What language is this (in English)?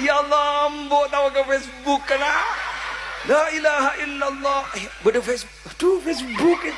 Madurese